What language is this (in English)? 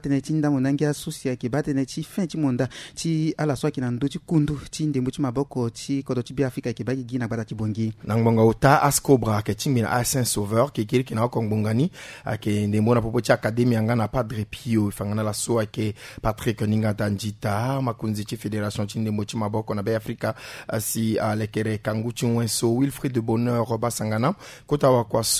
Sango